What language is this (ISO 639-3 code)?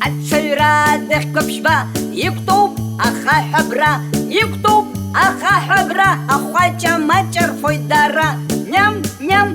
abk